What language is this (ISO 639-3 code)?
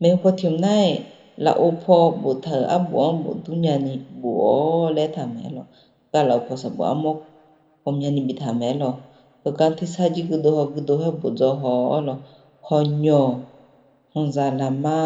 ahk